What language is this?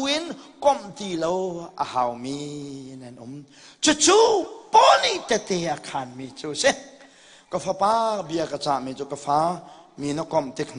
Hakha Chin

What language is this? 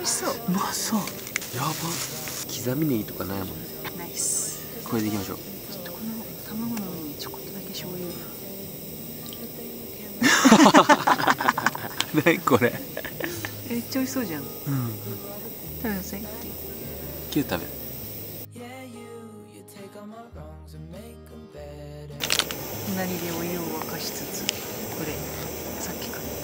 Japanese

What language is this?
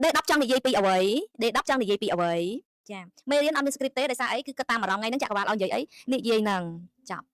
Khmer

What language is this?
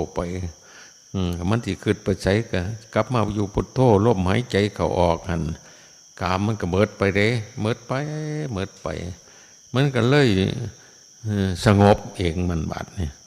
Northeastern Thai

